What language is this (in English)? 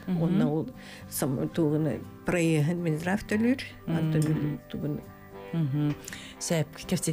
Yakut